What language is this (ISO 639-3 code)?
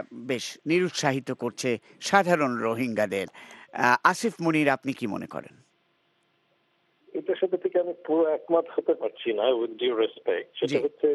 ben